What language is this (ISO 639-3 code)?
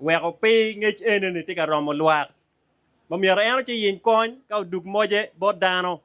ach